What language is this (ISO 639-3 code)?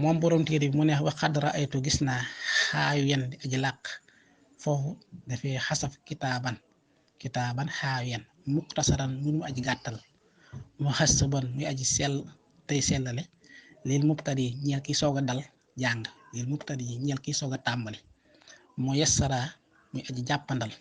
wol